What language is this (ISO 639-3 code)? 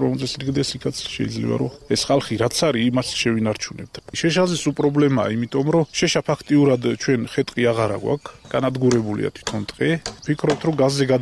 kat